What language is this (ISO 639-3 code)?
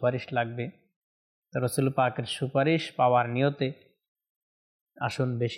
ben